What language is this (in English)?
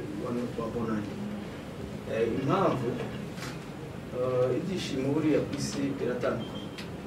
Kinyarwanda